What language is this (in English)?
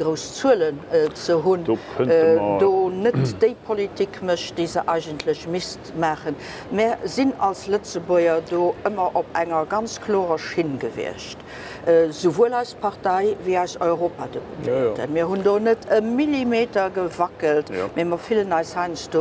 Luxembourgish